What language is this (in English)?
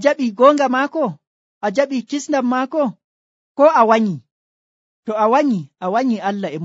Nigerian Fulfulde